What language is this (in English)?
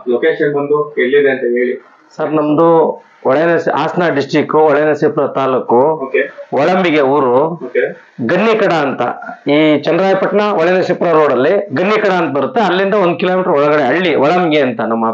Kannada